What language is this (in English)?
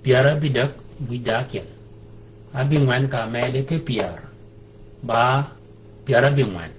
Shilluk